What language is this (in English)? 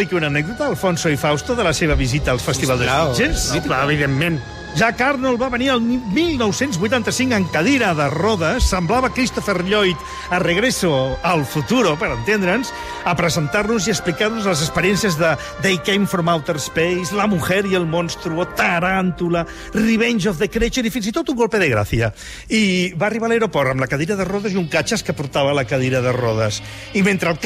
Catalan